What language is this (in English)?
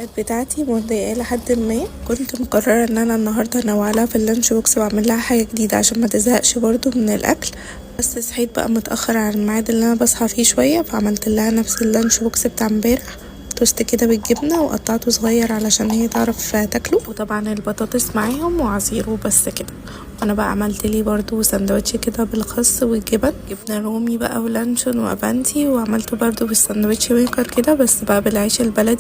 Egyptian Arabic